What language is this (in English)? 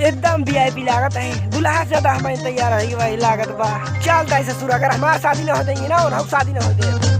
Awadhi